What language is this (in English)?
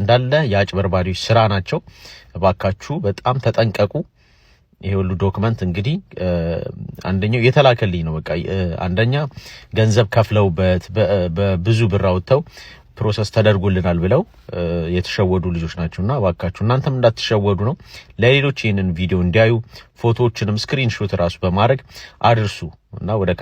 Amharic